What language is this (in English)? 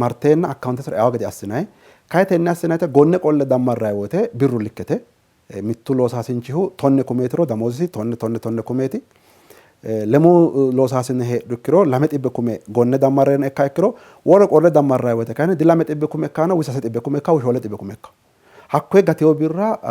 Sidamo